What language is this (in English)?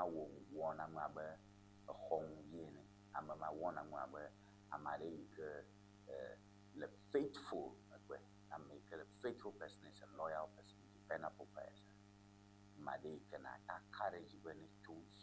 Ewe